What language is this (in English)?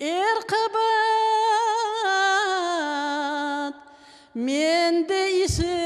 Crimean Tatar